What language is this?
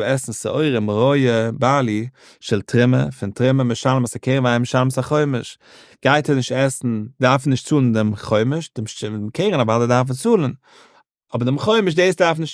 Yiddish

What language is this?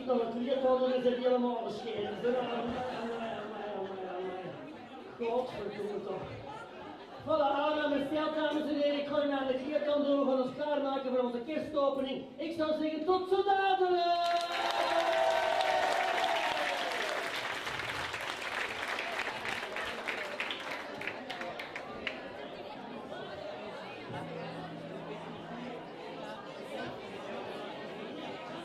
Dutch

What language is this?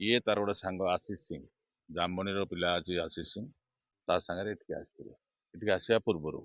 Odia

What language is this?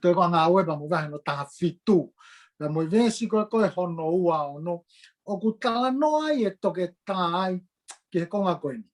Tongan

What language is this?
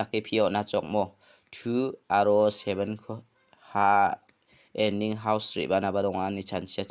Garo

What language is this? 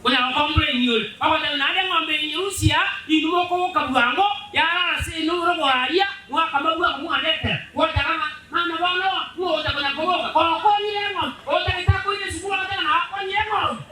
Gusii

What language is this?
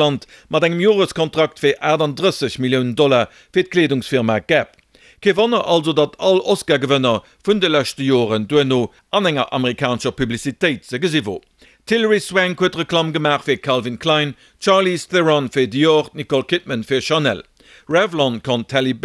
Luxembourgish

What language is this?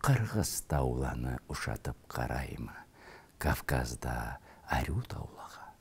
Karachay-Balkar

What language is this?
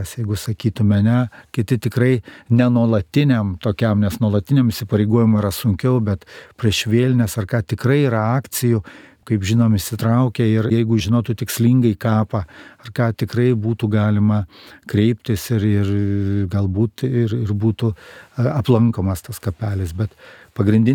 Lithuanian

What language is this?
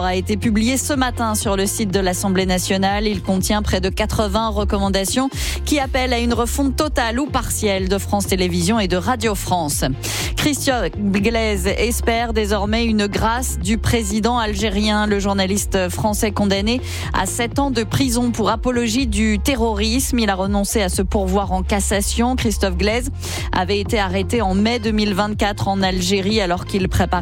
French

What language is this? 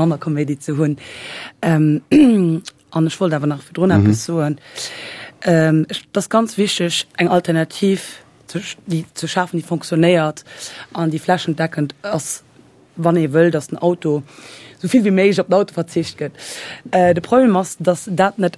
Luxembourgish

